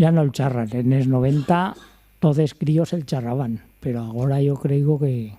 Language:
Aragonese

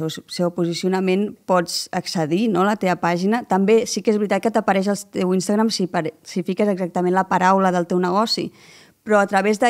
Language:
Catalan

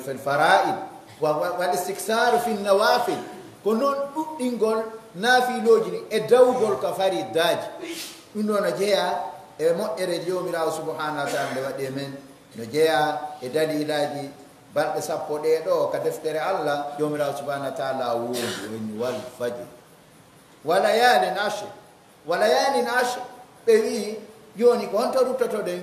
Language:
Pular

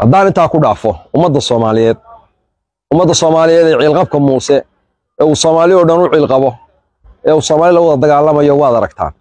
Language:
Somali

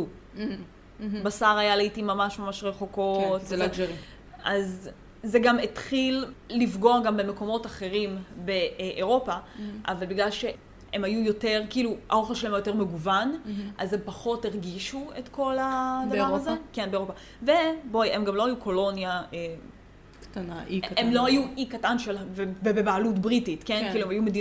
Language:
Hebrew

